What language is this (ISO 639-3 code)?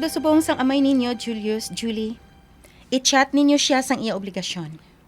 hil